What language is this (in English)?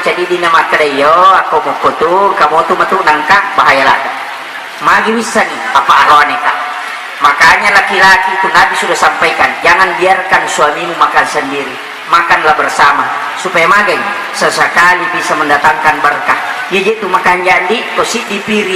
Buginese